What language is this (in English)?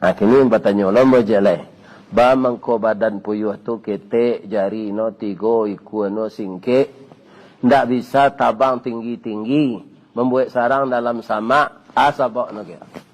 Minangkabau